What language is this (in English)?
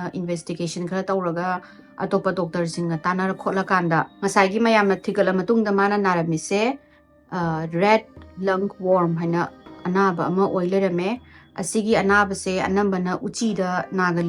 Manipuri